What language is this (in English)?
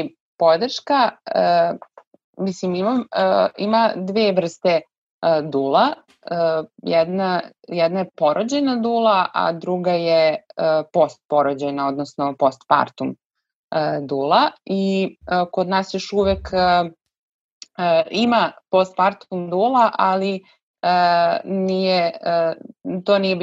Serbian